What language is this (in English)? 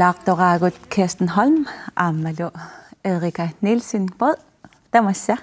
Kalaallisut